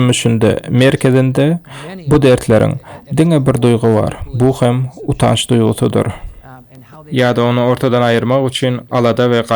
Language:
Turkmen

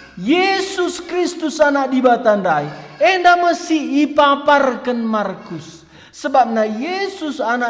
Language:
Batak Karo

